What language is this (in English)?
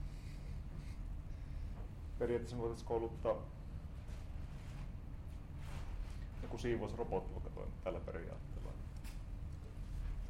Finnish